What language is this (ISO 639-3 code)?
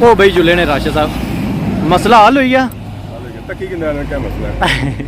phr